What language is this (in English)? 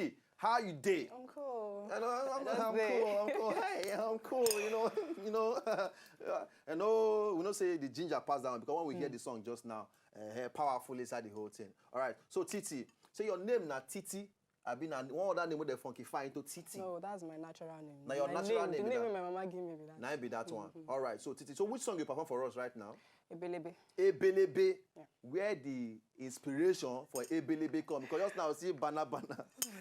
Nigerian Pidgin